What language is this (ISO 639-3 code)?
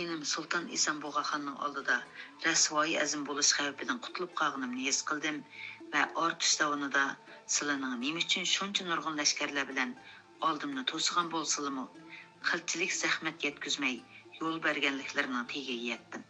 uig